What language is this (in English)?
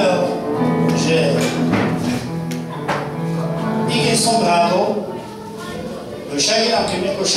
Slovak